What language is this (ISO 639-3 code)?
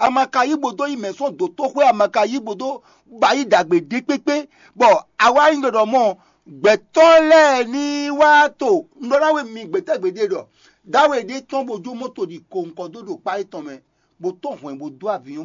fon